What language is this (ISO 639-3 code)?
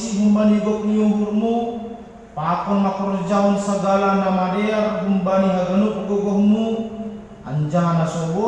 bts